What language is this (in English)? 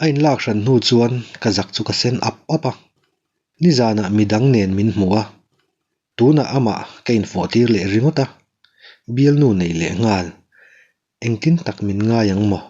Mizo